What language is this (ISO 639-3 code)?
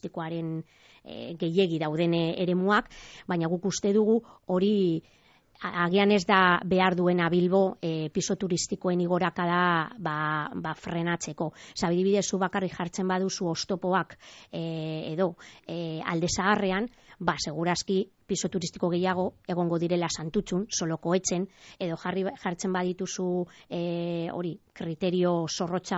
eus